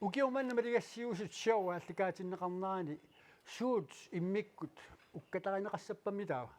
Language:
Kalaallisut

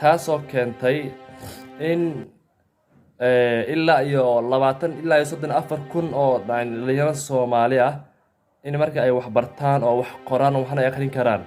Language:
Somali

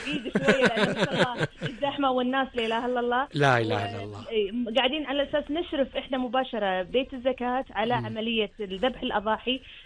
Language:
Gulf Arabic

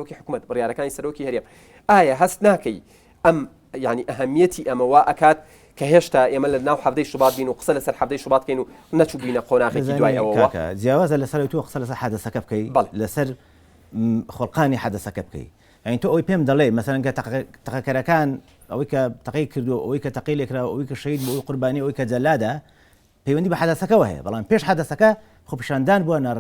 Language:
Central Kurdish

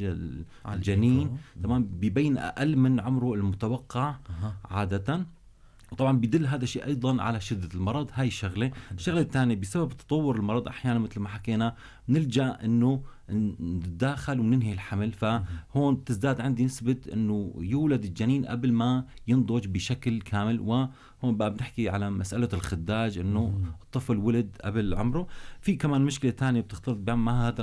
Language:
North Levantine Arabic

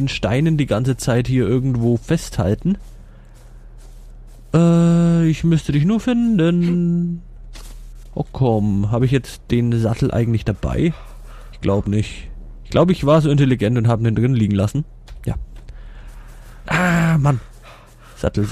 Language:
German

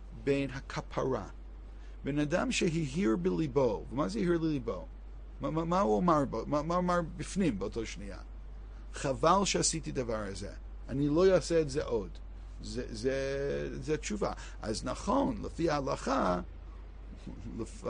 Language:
Hebrew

